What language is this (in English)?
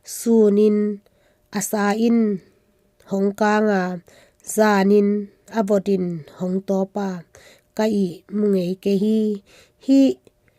Tedim Chin